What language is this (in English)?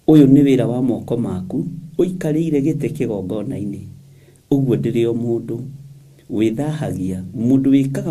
Kikuyu